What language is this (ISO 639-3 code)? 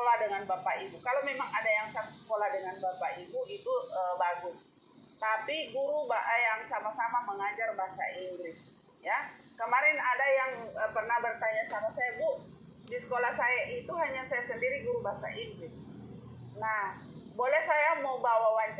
ind